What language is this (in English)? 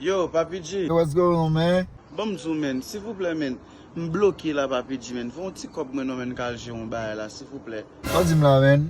Haitian Creole